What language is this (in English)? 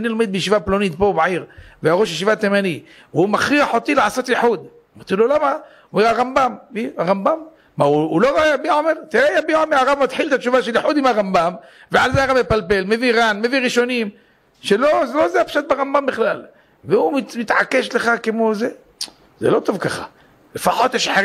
Hebrew